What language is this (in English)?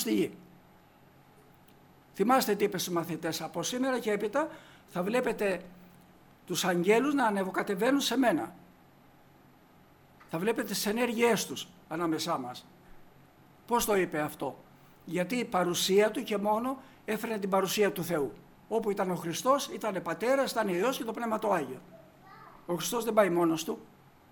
Greek